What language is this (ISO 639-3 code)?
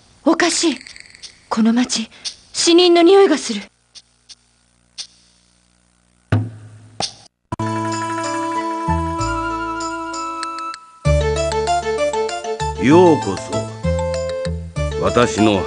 jpn